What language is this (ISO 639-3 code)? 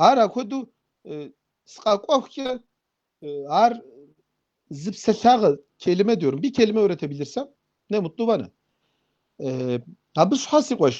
kbd